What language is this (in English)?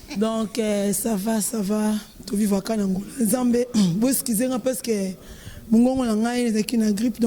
Lingala